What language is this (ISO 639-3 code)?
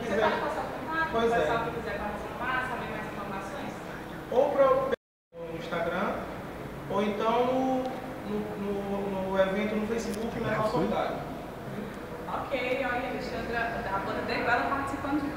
por